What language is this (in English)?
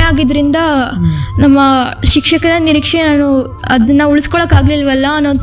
Kannada